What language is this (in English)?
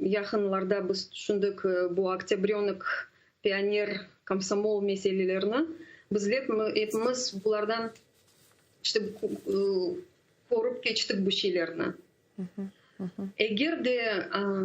Crimean Tatar